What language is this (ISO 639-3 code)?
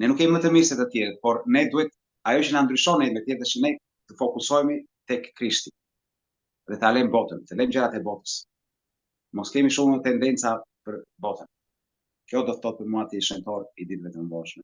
sqi